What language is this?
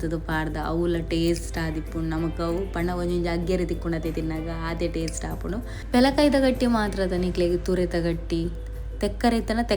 Tulu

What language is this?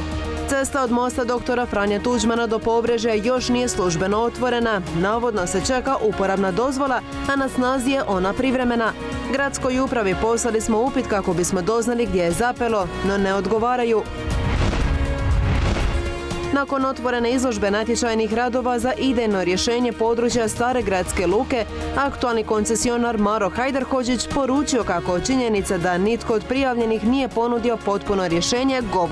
Croatian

